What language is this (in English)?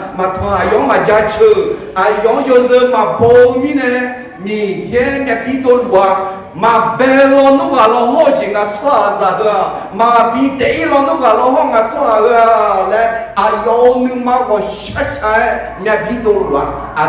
Akha